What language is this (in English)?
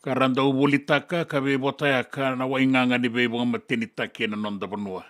Fijian